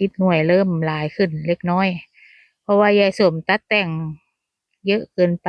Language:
Northeastern Thai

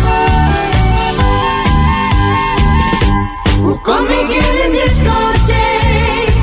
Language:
Dutch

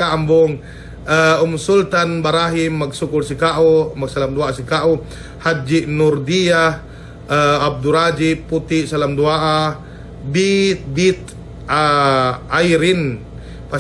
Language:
Yakan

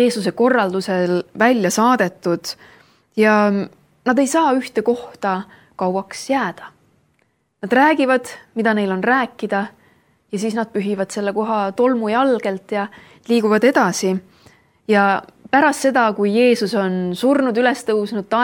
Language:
Estonian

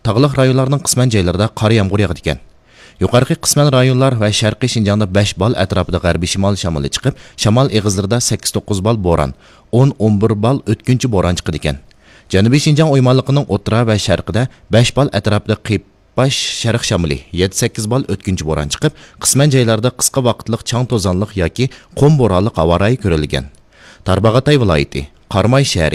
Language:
Uyghur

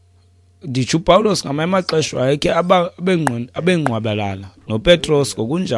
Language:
Xhosa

